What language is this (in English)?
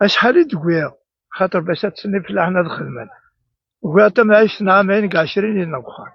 Kabyle